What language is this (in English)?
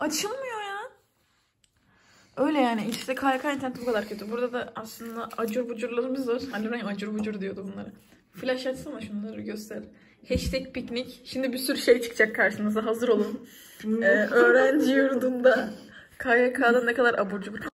Turkish